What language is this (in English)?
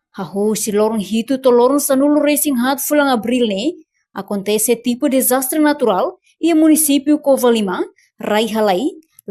Tetum